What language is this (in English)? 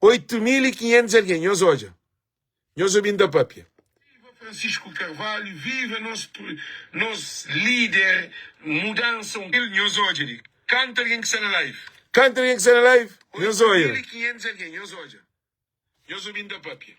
Kabuverdianu